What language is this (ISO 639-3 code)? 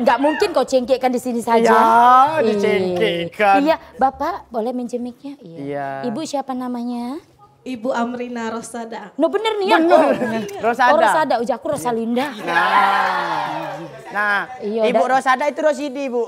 mui